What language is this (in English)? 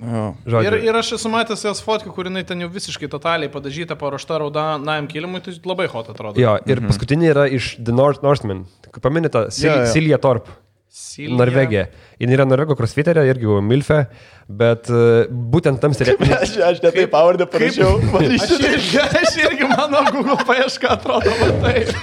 Lithuanian